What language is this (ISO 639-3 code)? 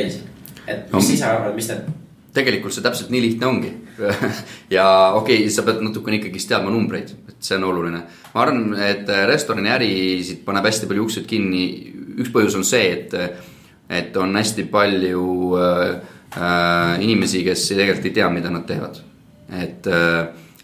est